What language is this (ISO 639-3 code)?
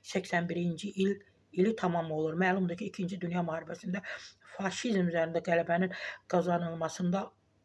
aze